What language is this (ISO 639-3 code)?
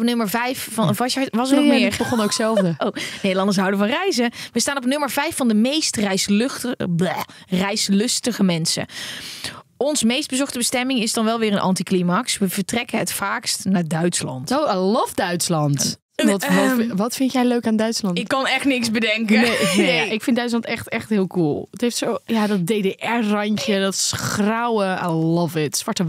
nld